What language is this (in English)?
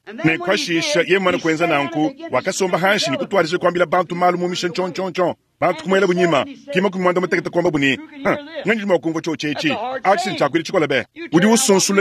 Luba-Lulua